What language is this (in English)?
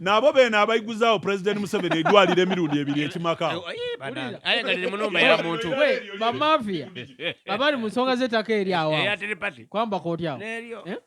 Ganda